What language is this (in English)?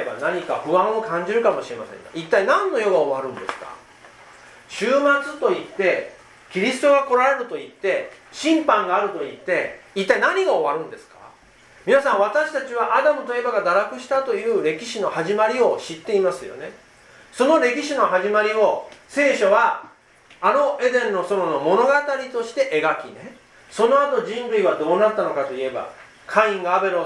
Japanese